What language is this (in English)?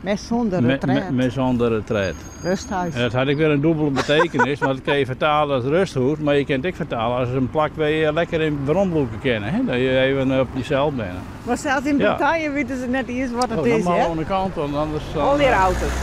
Western Frisian